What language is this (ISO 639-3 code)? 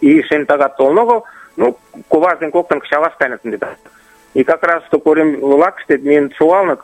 chm